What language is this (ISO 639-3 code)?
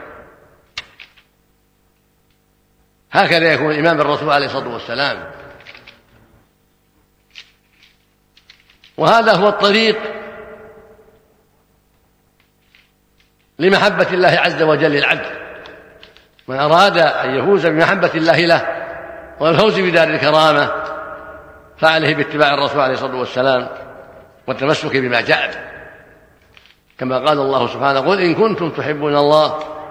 ara